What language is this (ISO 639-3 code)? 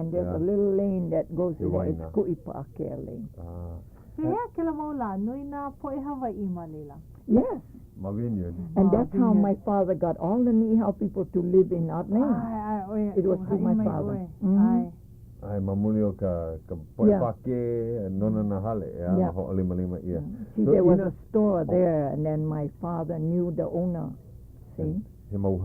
haw